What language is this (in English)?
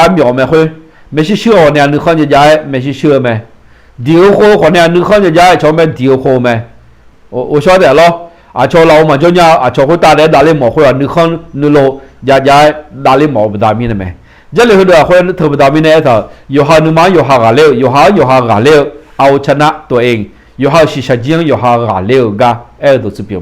Akha